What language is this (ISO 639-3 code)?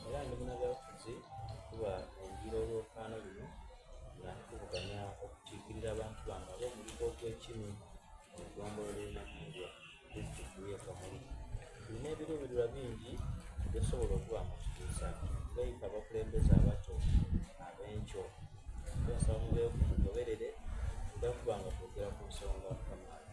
xog